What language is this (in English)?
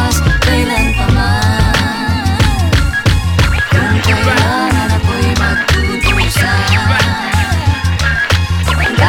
Filipino